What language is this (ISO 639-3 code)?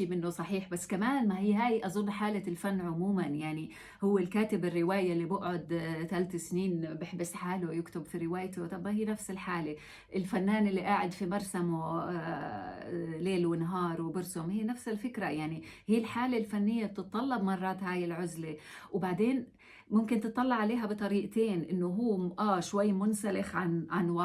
apc